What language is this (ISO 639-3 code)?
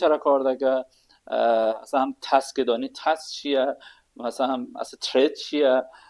kur